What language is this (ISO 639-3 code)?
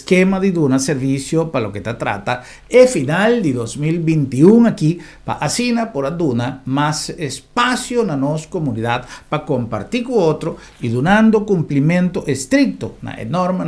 pap